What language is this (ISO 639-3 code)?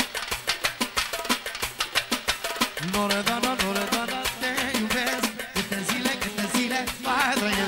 ron